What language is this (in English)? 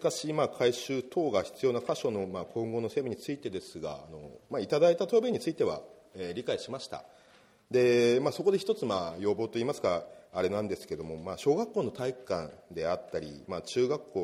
Japanese